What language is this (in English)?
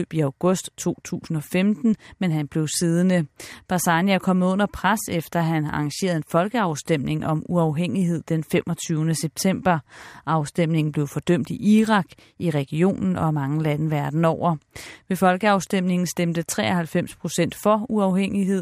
Danish